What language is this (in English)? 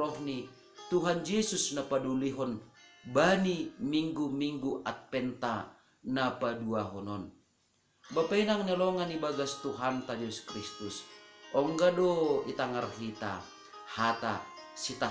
Batak Simalungun